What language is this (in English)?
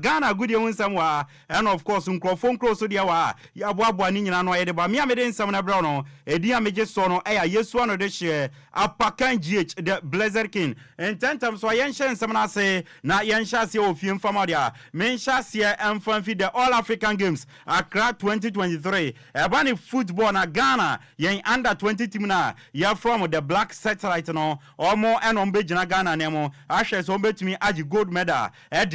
Akan